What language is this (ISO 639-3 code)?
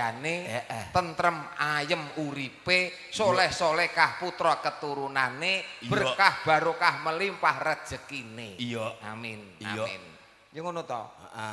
jav